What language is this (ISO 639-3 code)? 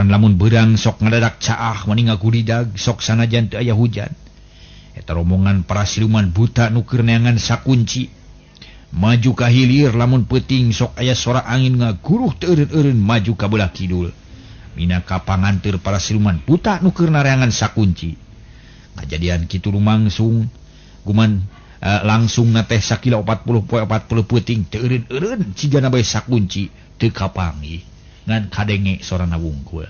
sun